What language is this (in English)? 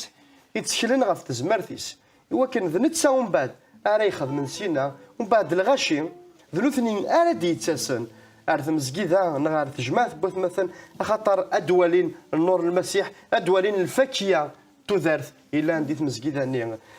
Kabyle